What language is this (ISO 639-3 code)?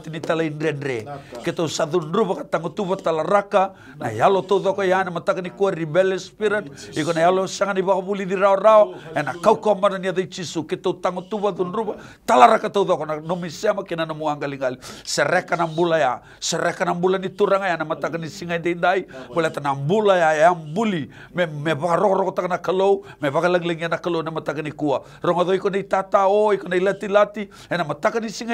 fij